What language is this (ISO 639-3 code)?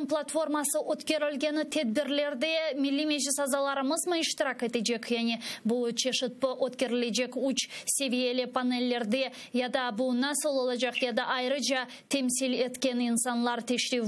crh